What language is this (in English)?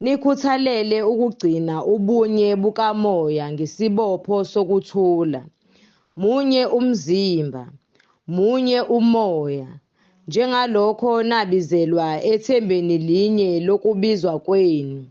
Zulu